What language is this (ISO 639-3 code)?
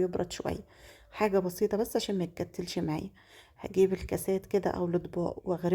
arz